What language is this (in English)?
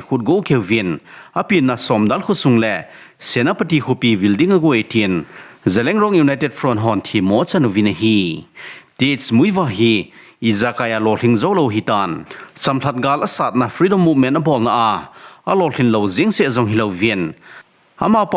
Thado Chin